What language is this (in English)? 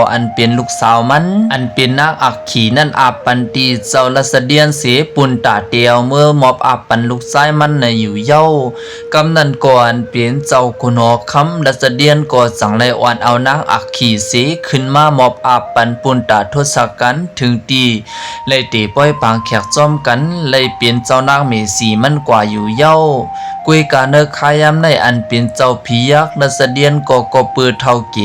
Shan